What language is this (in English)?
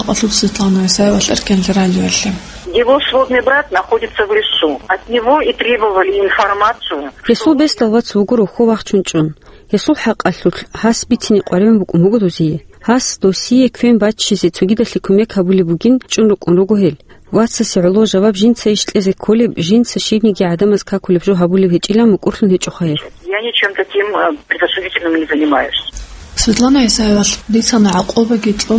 Avaric